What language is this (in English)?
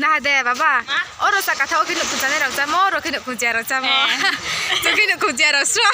Riang (India)